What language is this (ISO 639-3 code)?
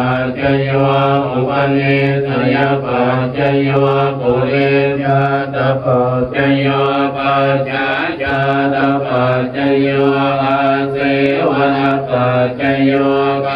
pli